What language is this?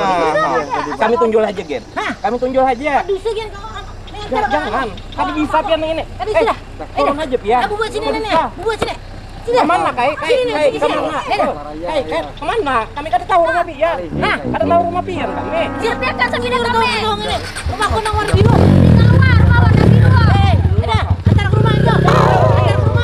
Banjar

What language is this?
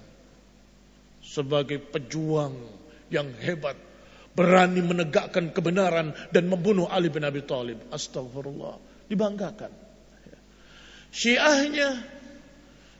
Indonesian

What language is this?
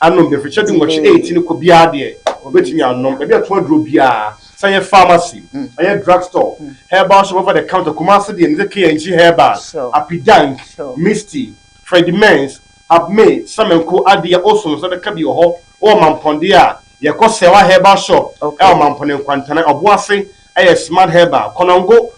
Akan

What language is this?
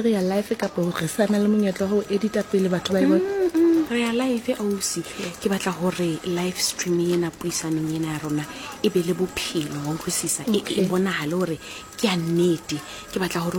Southern Sotho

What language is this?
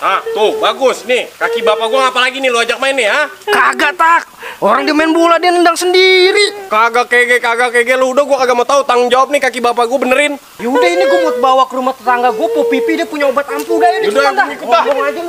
Betawi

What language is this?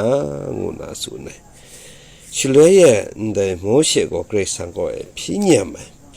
Kachin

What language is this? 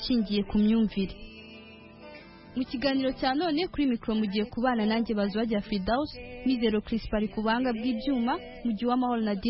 Kinyarwanda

